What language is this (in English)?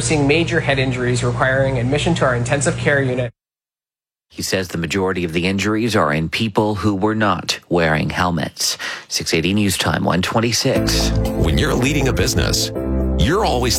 English